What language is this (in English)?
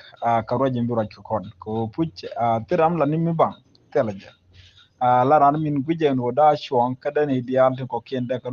Nuer